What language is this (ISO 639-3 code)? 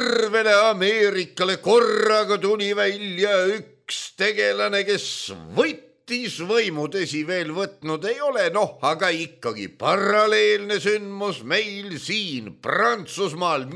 est